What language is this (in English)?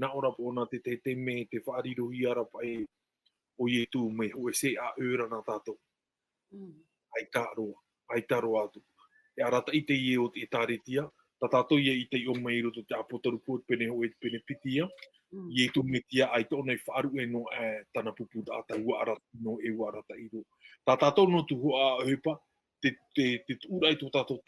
Tahitian